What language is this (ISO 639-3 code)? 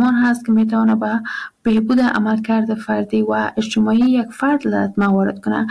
fas